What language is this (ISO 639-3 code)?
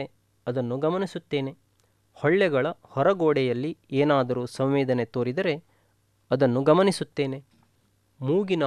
kan